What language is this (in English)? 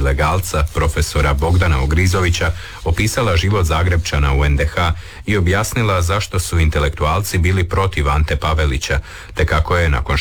Croatian